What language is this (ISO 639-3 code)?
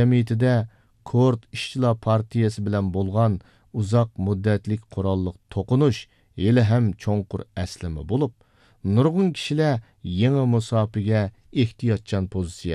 uig